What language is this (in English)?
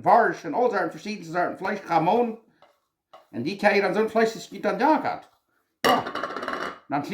Plautdietsch